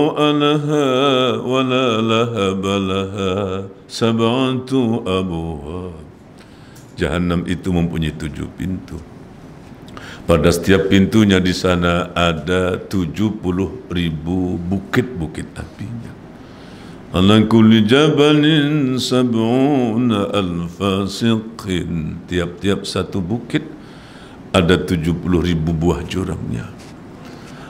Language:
Malay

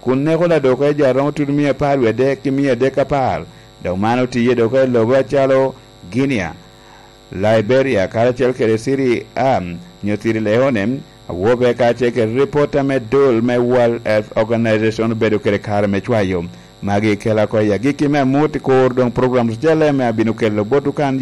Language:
Lango (Uganda)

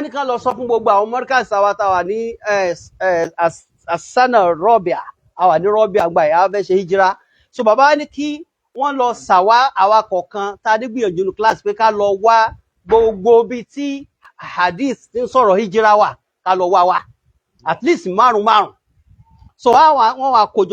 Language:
Yoruba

